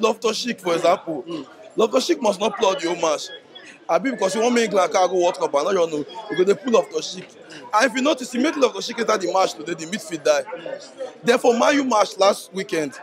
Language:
Nigerian Pidgin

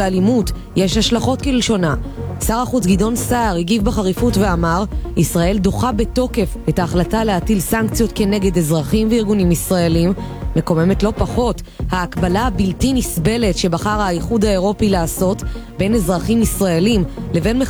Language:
Hebrew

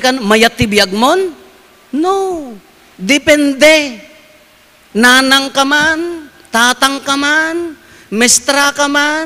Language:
Iloko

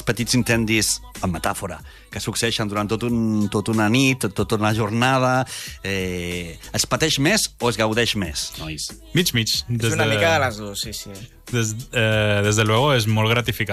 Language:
Catalan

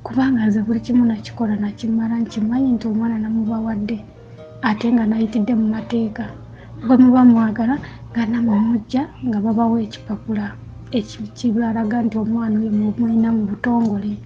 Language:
Ganda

